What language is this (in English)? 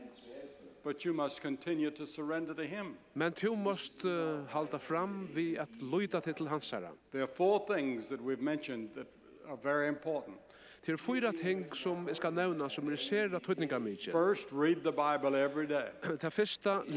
Faroese